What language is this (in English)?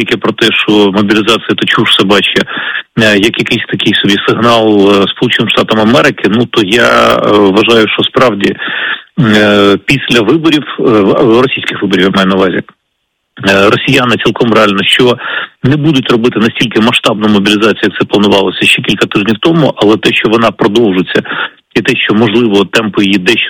Ukrainian